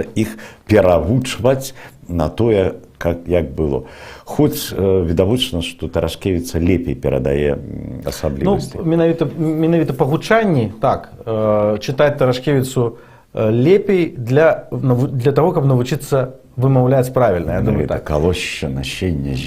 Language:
Belarusian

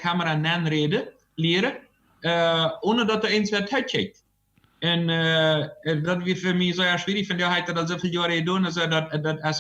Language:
Plautdietsch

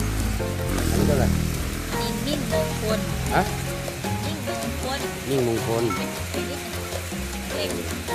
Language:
Thai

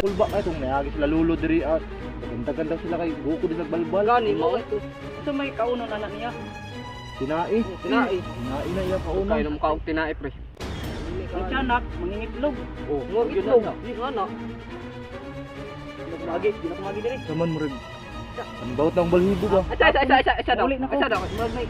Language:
Cebuano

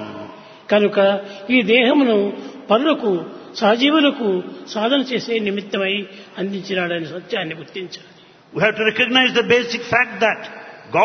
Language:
Telugu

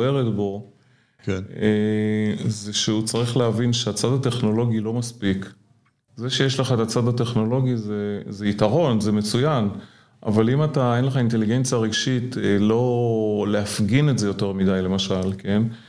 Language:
Hebrew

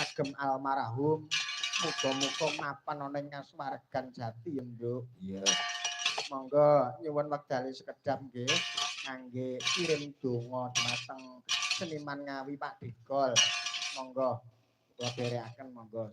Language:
Javanese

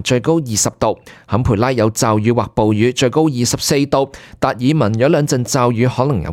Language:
Cantonese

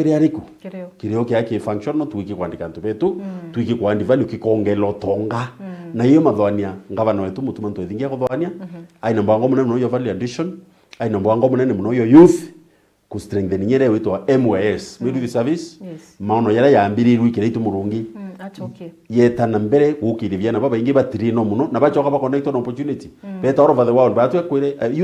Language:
Meru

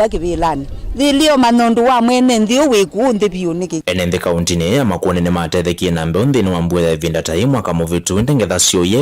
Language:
Kamba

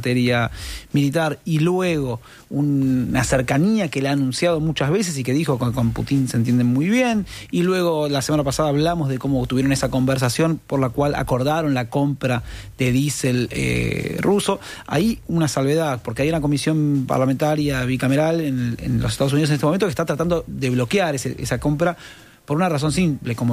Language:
Spanish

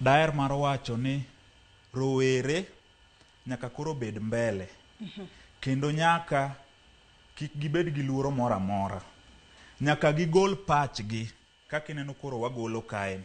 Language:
Luo (Kenya and Tanzania)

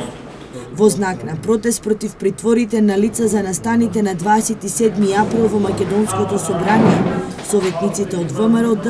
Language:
Macedonian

